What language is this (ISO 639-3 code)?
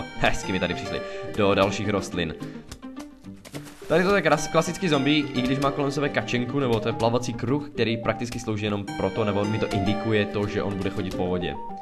ces